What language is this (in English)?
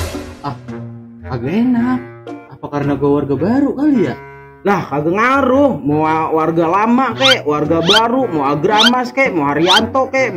Betawi